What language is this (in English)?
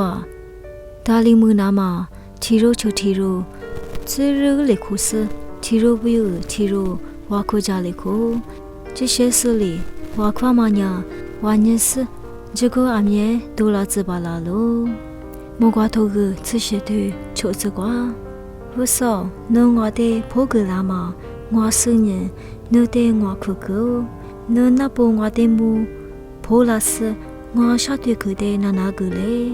Lisu